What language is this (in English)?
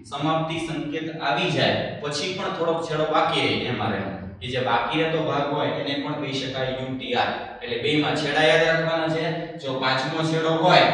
Gujarati